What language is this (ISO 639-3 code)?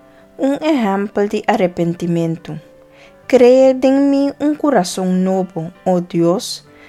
pap